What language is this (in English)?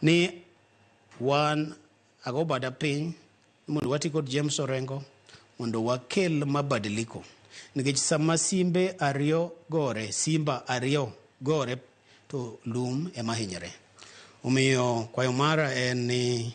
Luo (Kenya and Tanzania)